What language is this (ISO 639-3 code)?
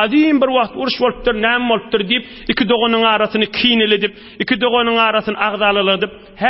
tuk